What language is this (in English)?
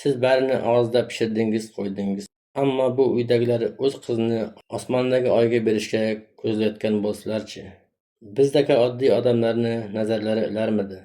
Uzbek